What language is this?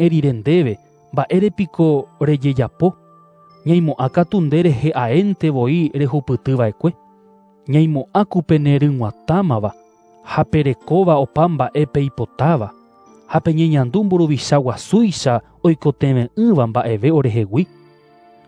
Guarani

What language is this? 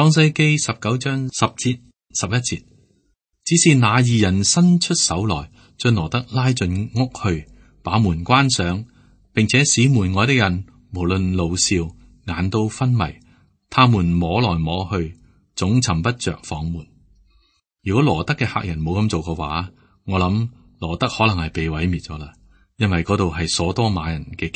Cantonese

